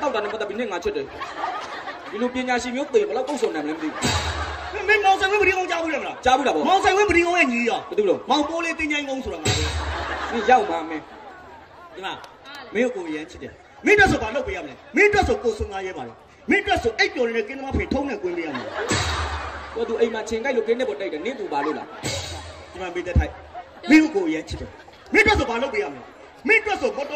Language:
Burmese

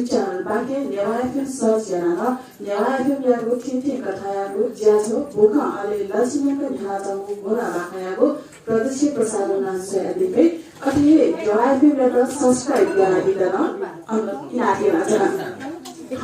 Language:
Newari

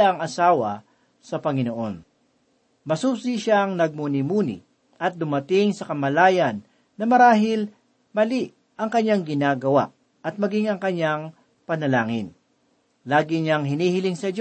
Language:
Filipino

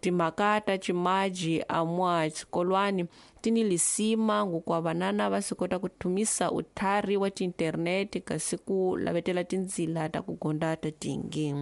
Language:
Tsonga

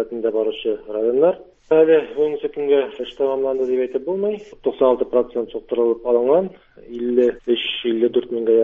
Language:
Tatar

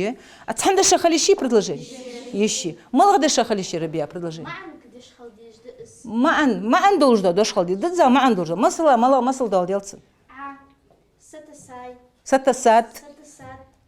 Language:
Ingush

